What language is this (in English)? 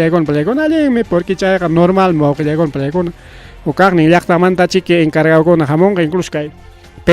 Ayacucho Quechua